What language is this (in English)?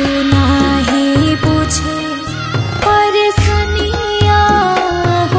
Bhojpuri